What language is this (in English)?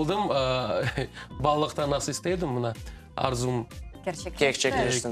Crimean Tatar